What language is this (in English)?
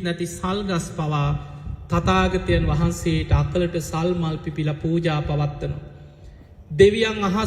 Sinhala